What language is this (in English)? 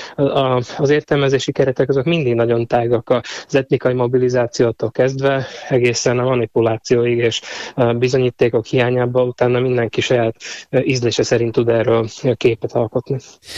Hungarian